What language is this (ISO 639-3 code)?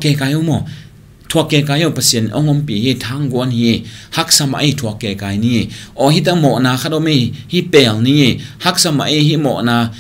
ctd